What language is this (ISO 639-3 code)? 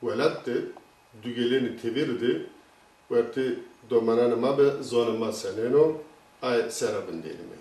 zza